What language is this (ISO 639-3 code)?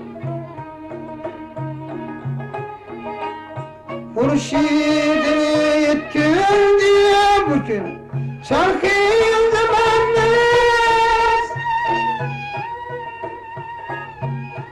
tur